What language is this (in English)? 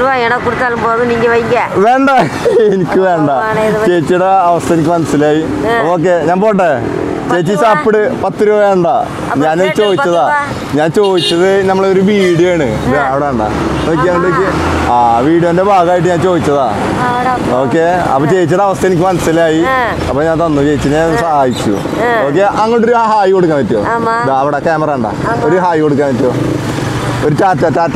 Malayalam